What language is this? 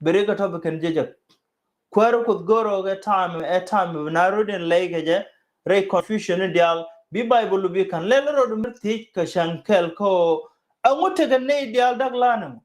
Nuer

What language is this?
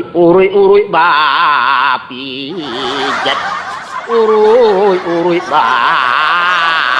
Minangkabau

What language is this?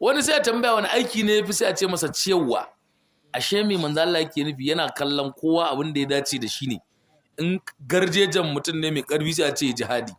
Hausa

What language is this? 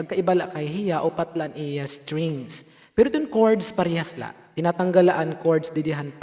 Waray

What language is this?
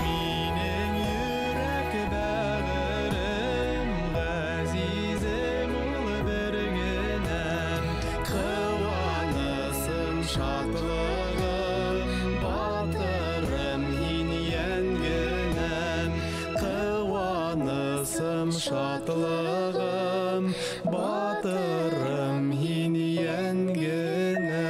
Bashkir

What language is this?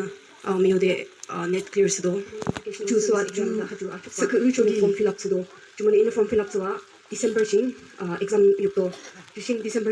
Yimchungru Naga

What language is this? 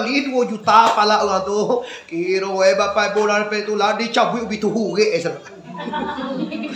Minangkabau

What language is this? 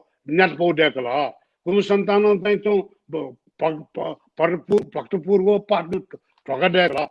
Newari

